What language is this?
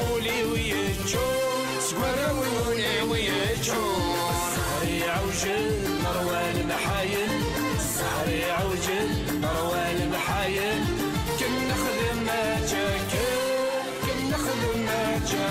Kabyle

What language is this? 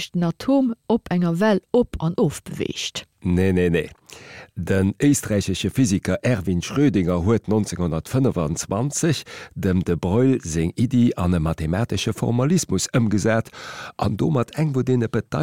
Luxembourgish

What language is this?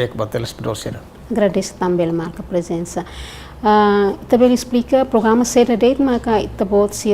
Tetum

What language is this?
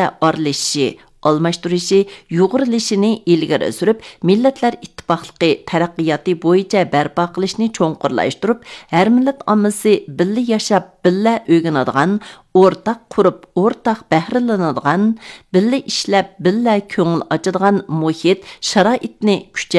Uyghur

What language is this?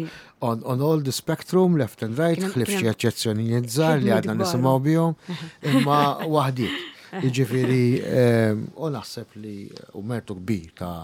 Maltese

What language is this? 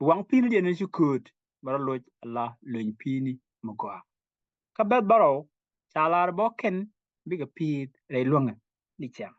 Nuer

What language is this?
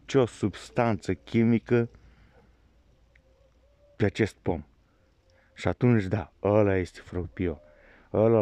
Romanian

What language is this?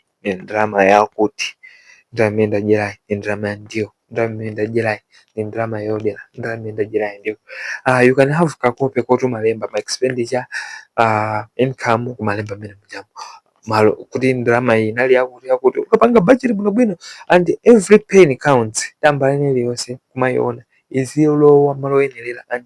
Nyanja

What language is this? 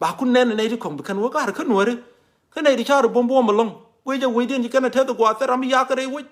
Nuer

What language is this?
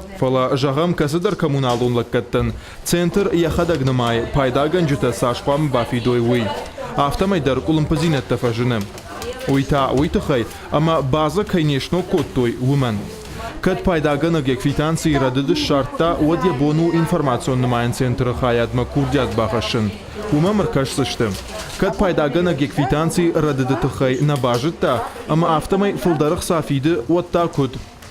Ossetic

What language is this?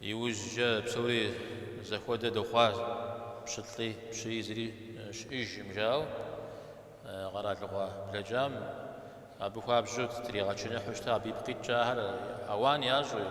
Kabardian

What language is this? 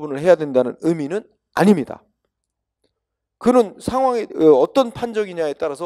Korean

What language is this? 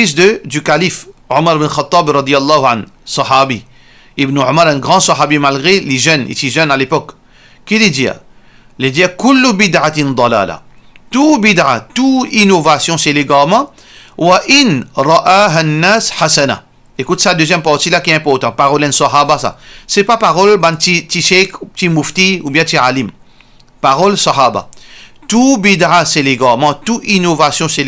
Morisyen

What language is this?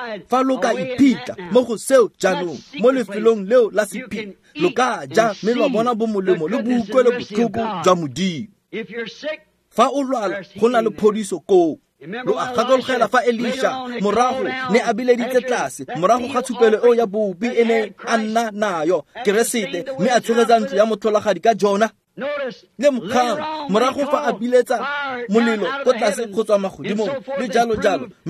Tswana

